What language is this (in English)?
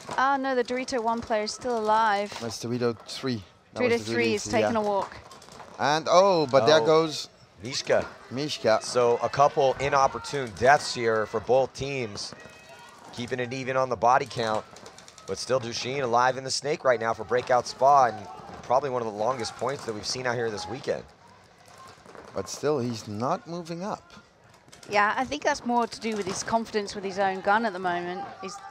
English